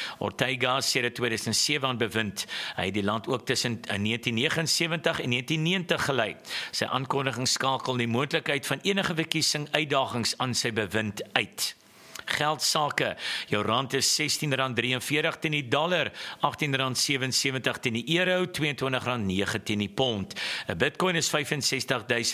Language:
Afrikaans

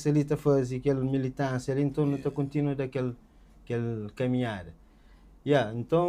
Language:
Kabuverdianu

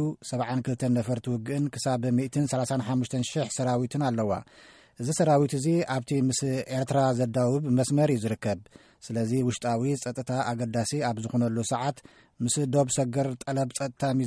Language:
Tigrinya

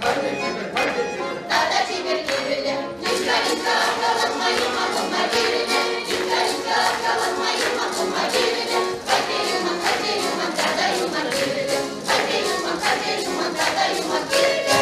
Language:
Chuvash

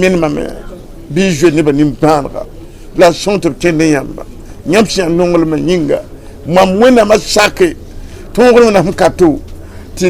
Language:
Mossi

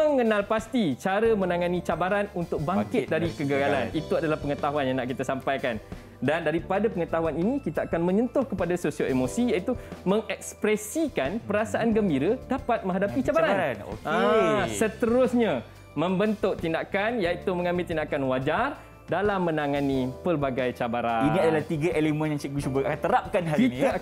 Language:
Malay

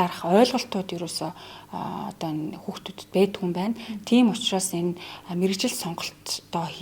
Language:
Mongolian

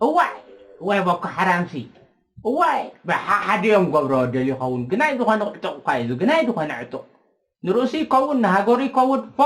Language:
Tigrinya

